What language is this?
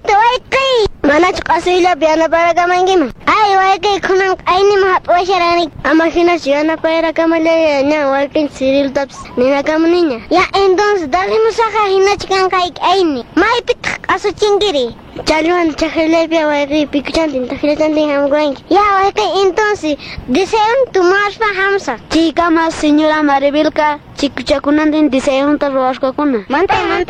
Quechua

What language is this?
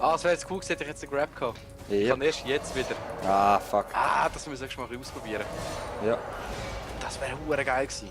Swiss German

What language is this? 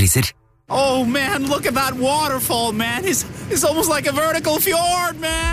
Norwegian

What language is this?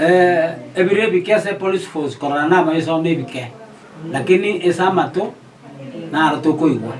Gusii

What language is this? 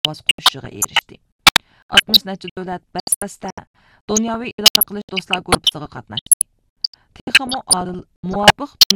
Uyghur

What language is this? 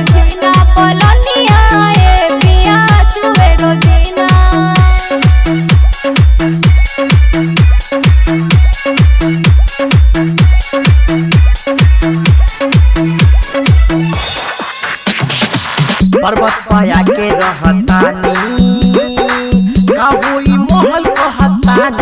Bhojpuri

